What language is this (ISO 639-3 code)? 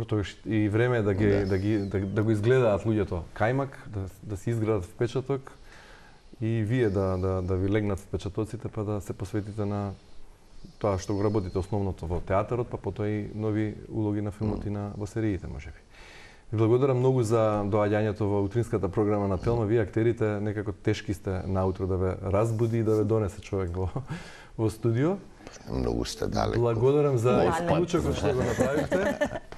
mkd